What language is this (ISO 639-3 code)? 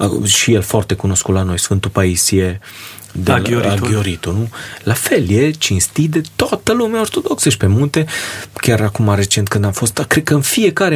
ron